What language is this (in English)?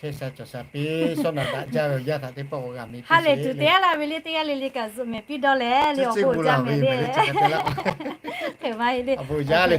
Lahu